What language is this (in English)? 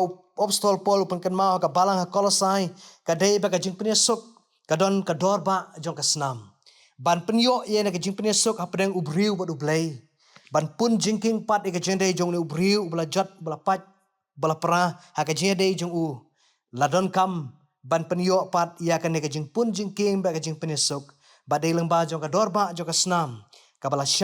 Khasi